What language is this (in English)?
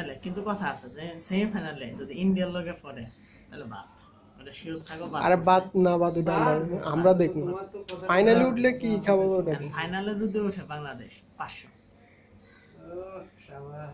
Bangla